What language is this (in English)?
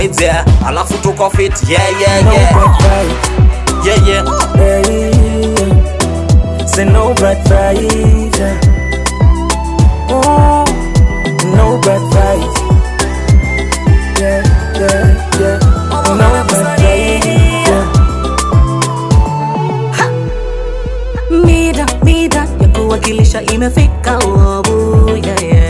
Swahili